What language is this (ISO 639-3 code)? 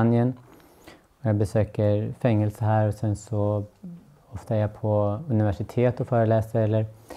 swe